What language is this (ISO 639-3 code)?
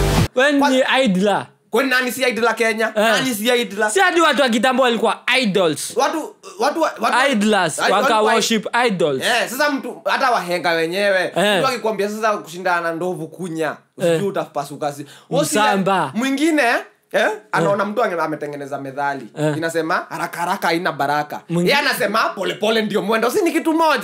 swa